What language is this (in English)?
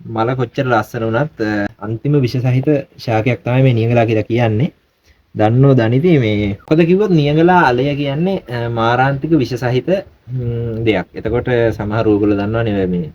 Sinhala